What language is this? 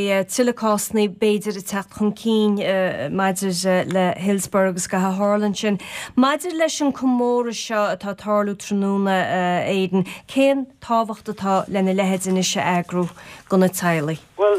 Irish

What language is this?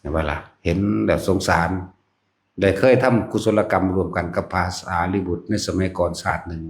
Northeastern Thai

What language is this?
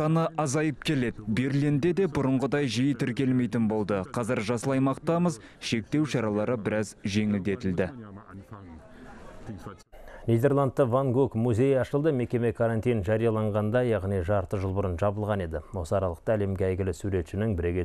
Kazakh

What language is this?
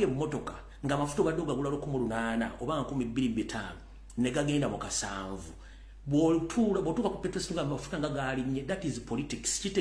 Ganda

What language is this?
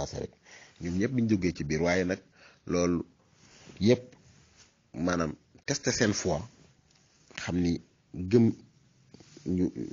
Wolof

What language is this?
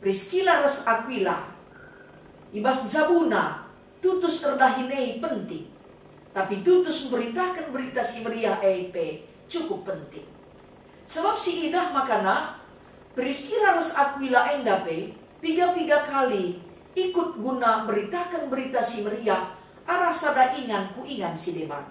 Batak Karo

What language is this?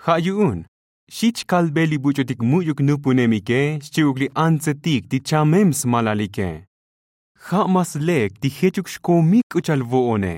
Tzotzil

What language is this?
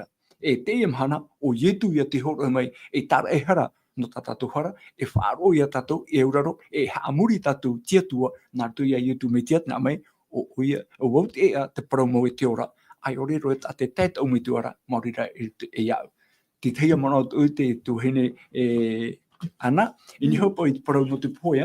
Tahitian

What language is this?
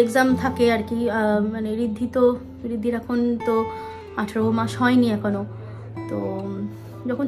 Bangla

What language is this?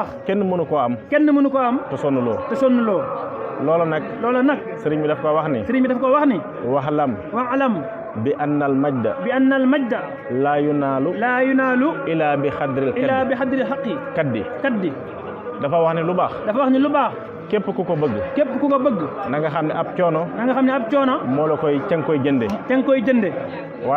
Wolof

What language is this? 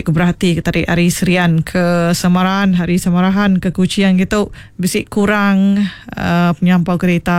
Iban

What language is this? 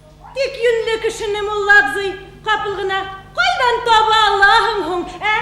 Bashkir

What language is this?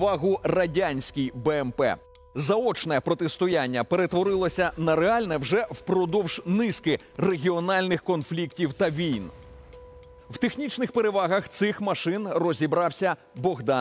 Ukrainian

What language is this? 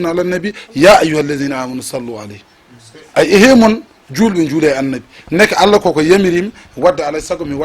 Fula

